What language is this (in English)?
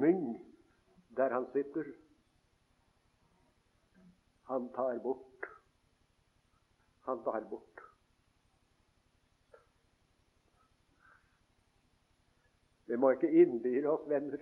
Norwegian